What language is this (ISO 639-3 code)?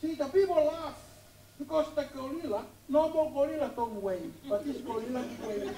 ton